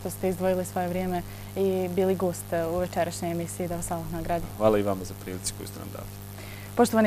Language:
Bosnian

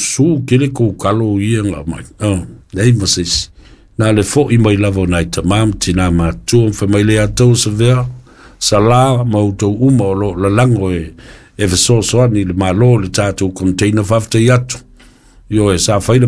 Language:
Samoan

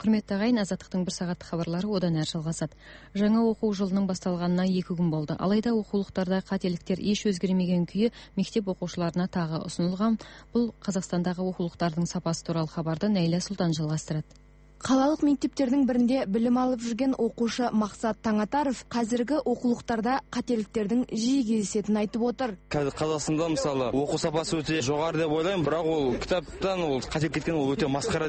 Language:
Kazakh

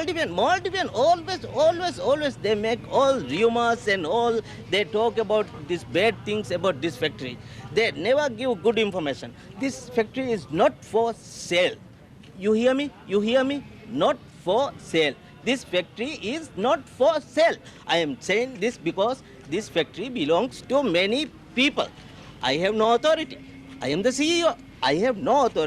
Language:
Divehi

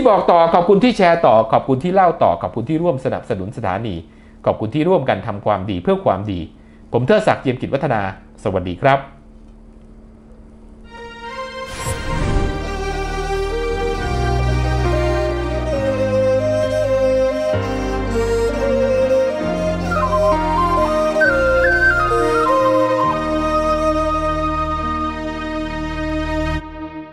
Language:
Thai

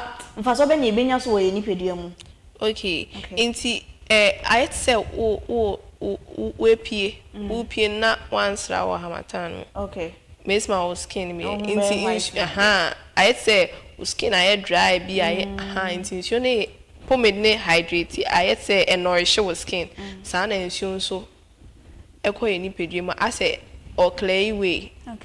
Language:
Akan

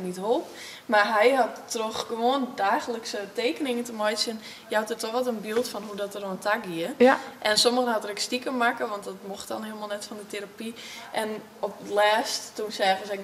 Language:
Western Frisian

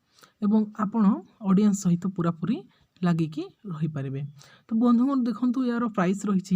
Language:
Odia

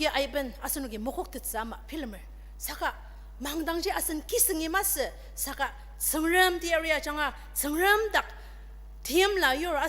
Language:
Ao Naga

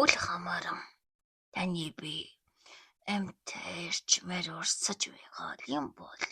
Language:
Mongolian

